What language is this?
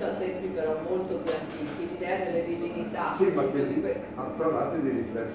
Italian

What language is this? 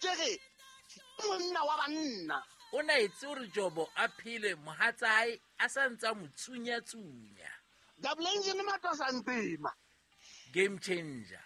Southern Sotho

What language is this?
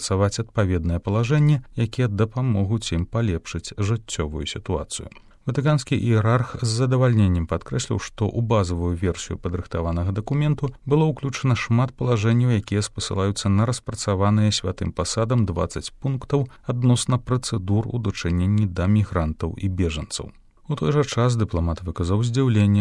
Belarusian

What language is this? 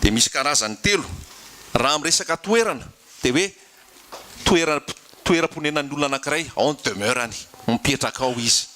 Malagasy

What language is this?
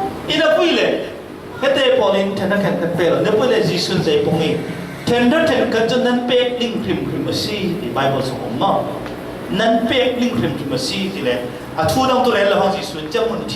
Falam Chin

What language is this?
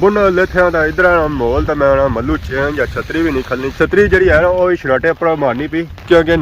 Pahari-Potwari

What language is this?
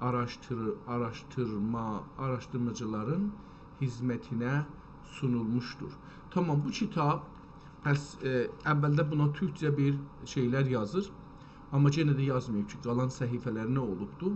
South Azerbaijani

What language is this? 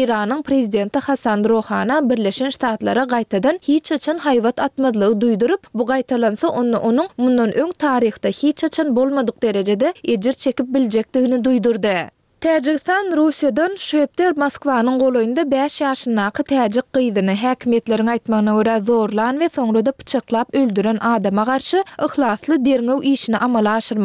Turkmen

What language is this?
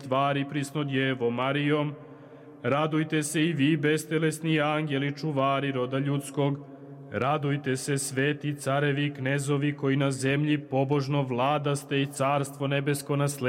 Serbian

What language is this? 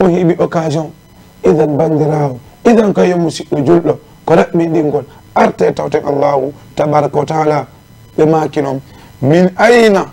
Fula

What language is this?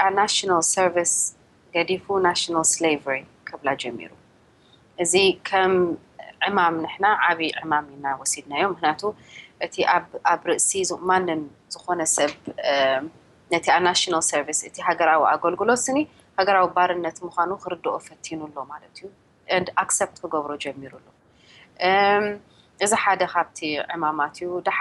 Tigrinya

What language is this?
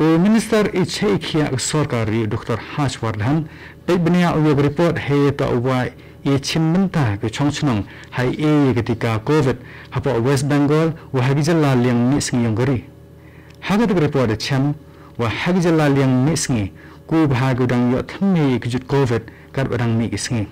Khasi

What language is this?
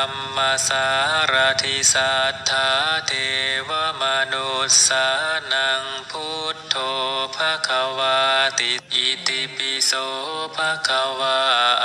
Shan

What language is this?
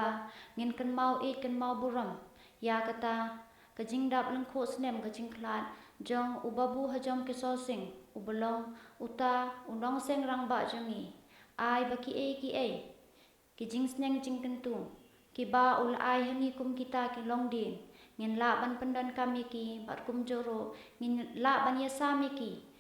Khasi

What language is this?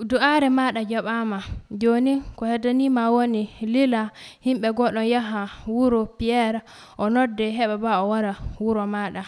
Nigerian Fulfulde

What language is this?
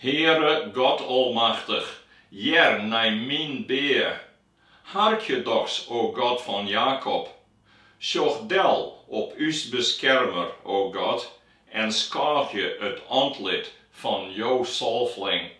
Western Frisian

